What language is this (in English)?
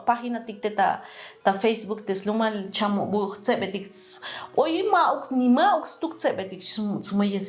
Tzotzil